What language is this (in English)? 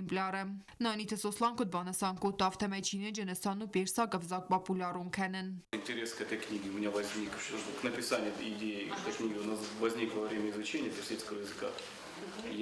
Ossetic